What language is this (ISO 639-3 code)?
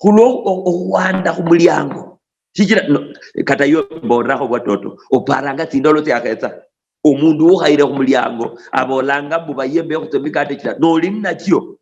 luy